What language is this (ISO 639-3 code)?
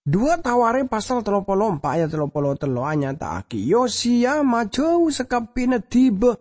mad